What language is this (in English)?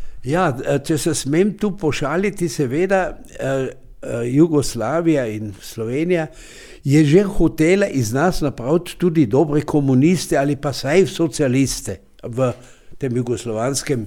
Slovenian